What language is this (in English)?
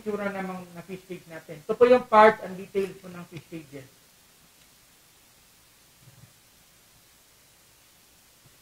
Filipino